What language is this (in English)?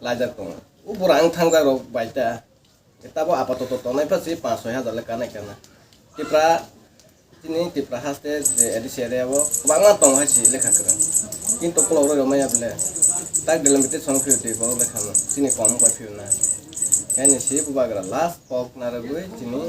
Kok Borok